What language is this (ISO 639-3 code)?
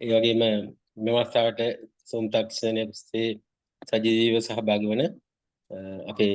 sin